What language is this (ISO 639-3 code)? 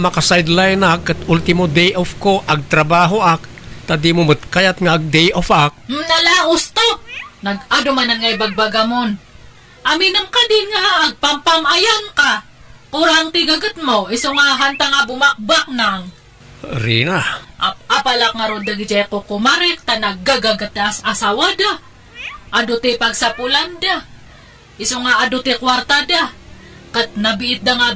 ilo